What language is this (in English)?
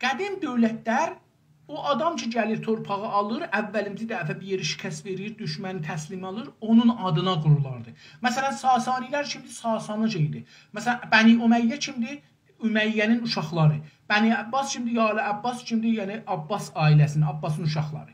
South Azerbaijani